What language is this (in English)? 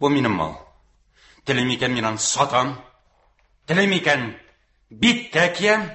Tatar